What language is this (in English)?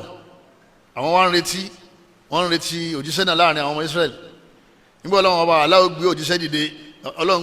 Yoruba